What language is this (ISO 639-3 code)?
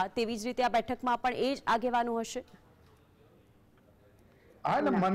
guj